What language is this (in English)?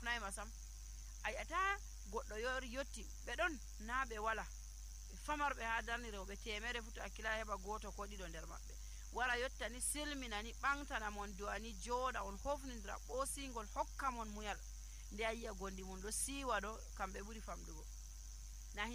Nigerian Fulfulde